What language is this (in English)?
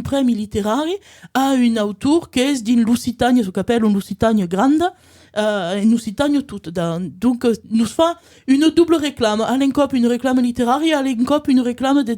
Occitan